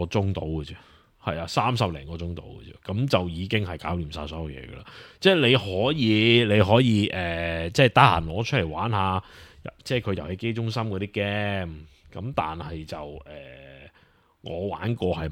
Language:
Cantonese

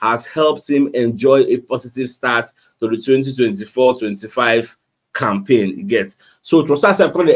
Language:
Nigerian Pidgin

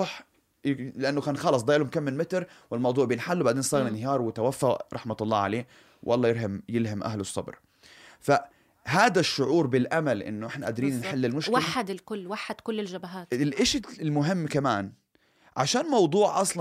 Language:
North Levantine Arabic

